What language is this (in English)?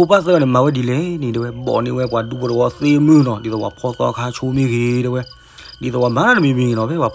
S'gaw Karen